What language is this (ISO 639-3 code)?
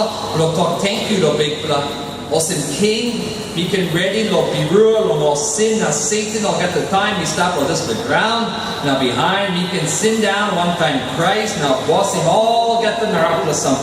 tpi